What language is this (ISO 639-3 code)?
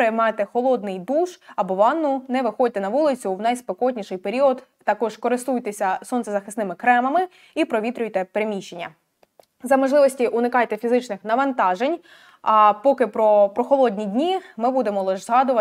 ukr